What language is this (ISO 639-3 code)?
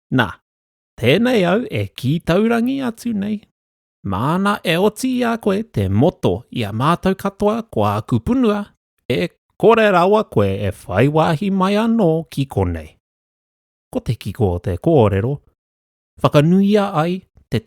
mri